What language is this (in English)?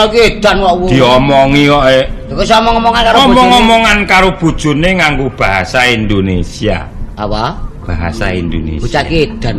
Javanese